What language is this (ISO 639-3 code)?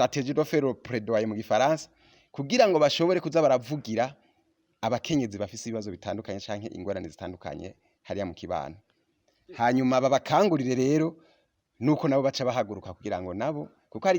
run